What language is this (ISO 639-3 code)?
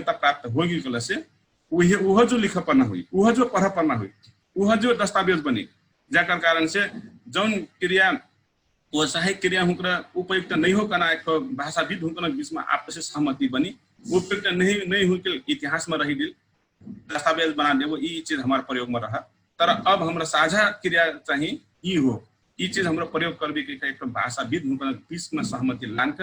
thl